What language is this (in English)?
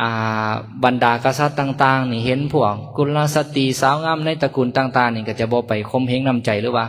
Lao